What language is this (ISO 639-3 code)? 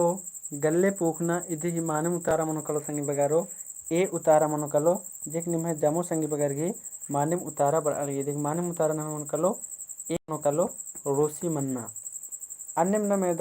kru